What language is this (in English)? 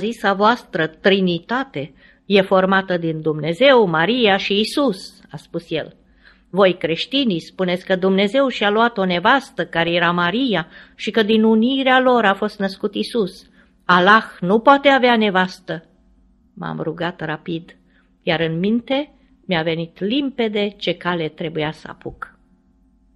Romanian